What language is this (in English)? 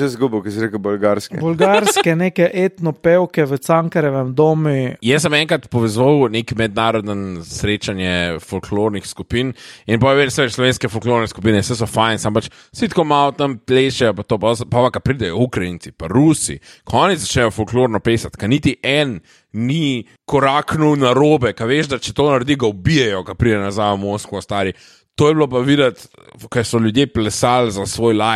Slovenian